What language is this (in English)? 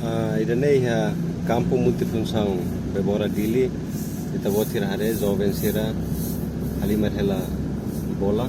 Tetum